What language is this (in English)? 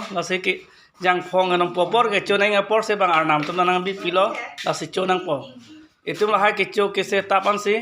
Karbi